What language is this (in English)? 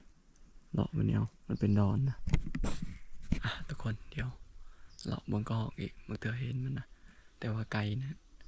Lao